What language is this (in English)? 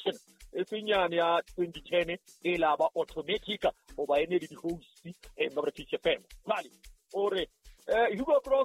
Southern Sotho